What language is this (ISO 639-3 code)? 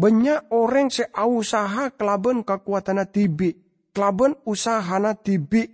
mad